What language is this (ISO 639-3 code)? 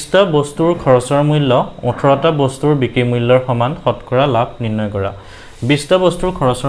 asm